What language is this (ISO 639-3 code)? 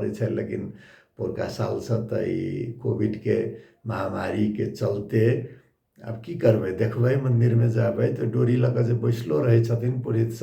mai